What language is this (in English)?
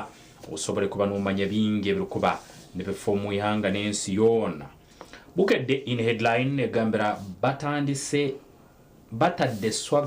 Nyankole